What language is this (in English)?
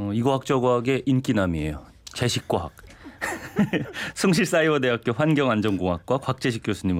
Korean